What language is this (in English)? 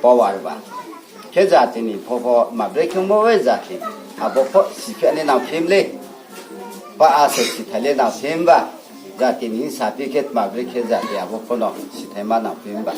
Riang (India)